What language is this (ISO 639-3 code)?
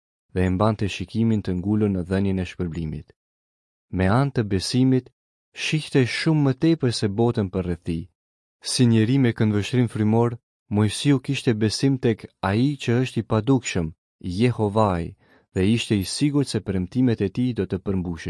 sqi